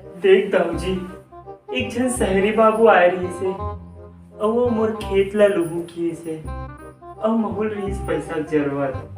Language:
Chhattisgarhi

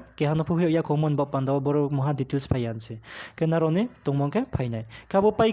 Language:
Riang (India)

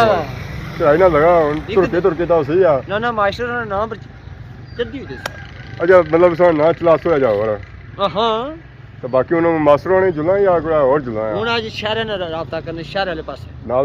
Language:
Pahari-Potwari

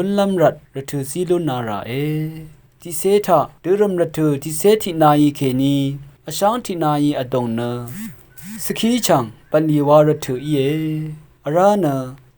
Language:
Rawang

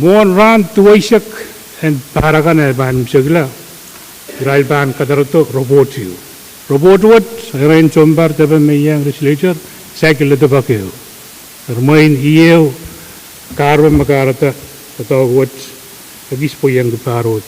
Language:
Pohnpeian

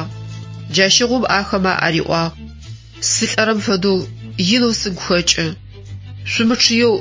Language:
Adyghe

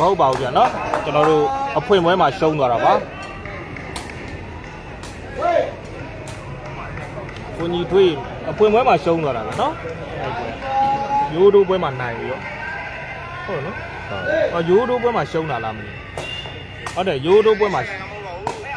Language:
Burmese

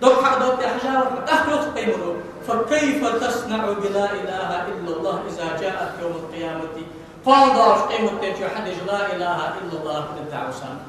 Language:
Ingush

